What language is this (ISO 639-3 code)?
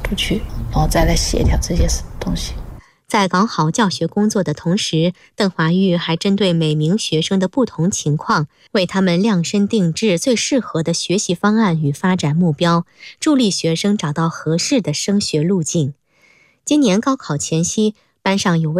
zho